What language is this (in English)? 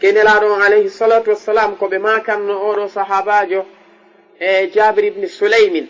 Fula